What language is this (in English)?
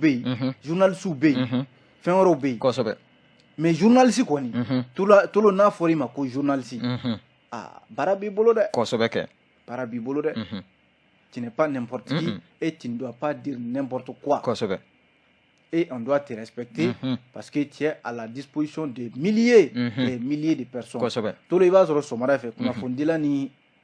Bambara